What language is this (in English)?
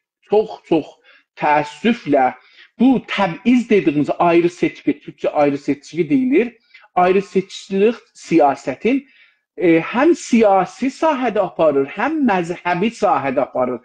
South Azerbaijani